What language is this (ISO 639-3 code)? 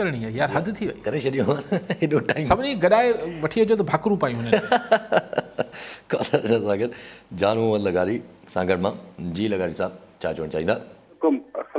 snd